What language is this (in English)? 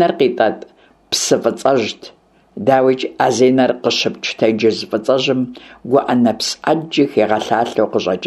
Kabardian